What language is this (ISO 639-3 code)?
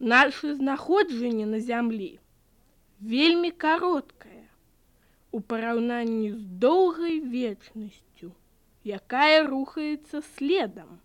bel